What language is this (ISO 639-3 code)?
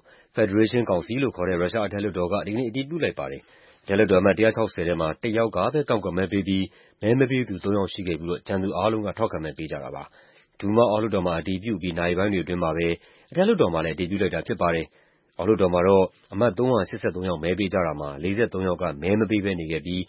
mya